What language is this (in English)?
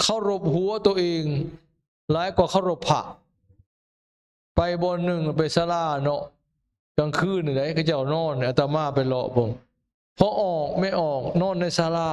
Lao